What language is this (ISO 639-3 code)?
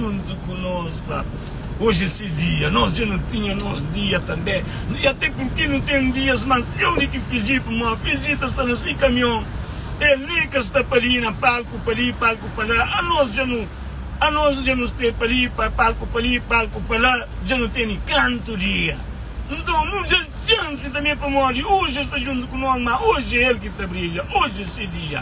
kea